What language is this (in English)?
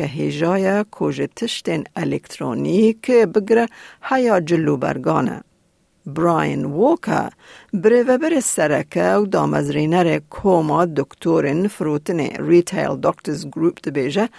Kurdish